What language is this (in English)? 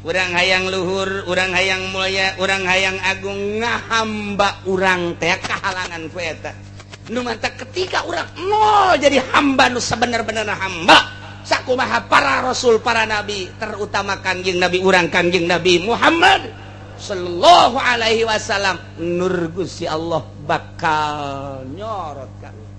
Sundanese